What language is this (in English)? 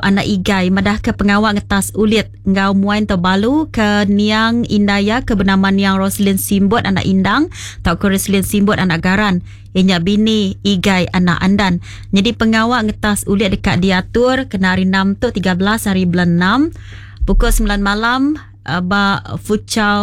Iban